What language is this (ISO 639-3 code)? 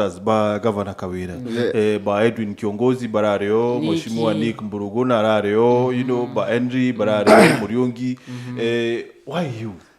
mer